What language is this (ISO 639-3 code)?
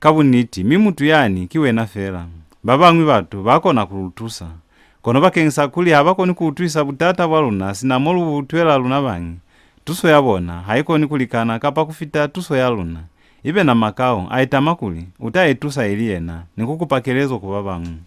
loz